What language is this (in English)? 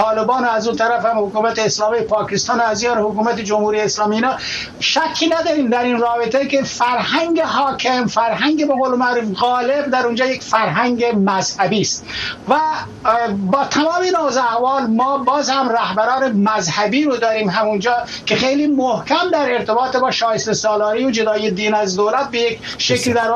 Persian